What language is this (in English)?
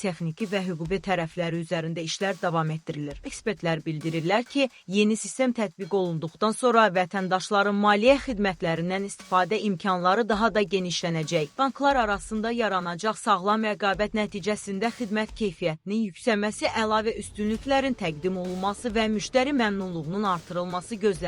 Azerbaijani